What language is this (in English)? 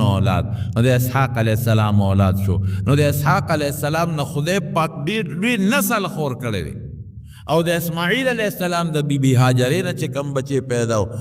Pashto